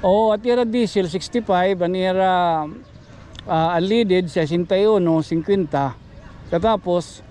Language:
Waray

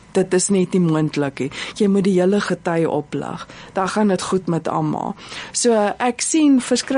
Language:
Afrikaans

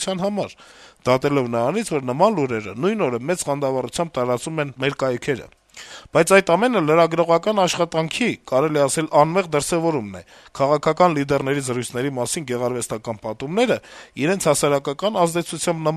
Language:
Armenian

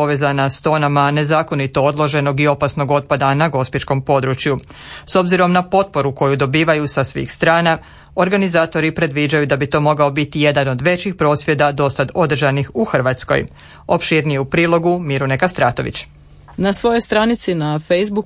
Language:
Croatian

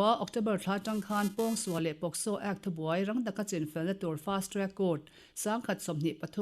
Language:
Mizo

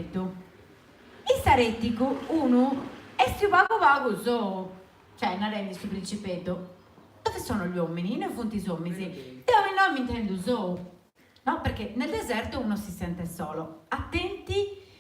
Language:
Sardinian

